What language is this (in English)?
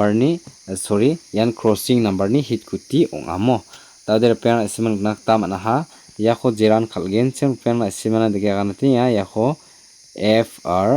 Garo